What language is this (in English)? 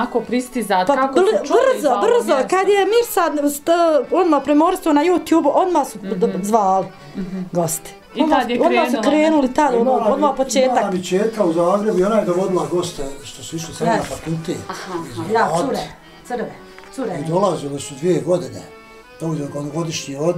Bosnian